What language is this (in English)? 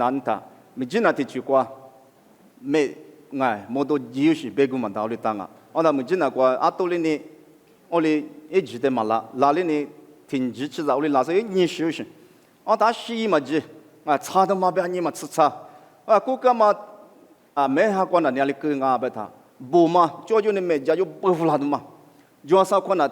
Lisu